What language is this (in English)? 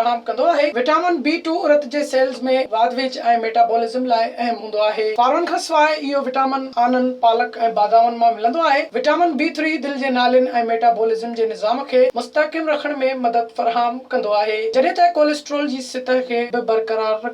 Sindhi